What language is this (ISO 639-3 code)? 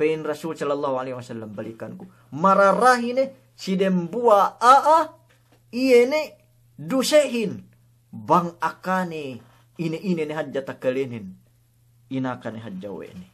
yka